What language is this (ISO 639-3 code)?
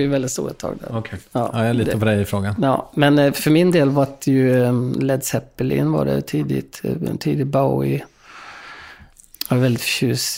swe